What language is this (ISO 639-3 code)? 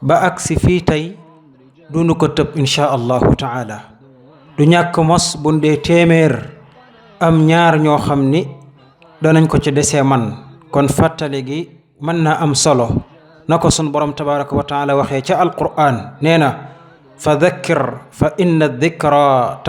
wol